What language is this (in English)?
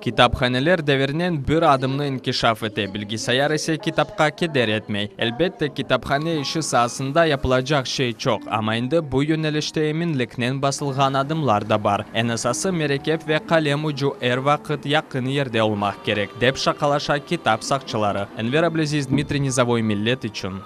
Crimean Tatar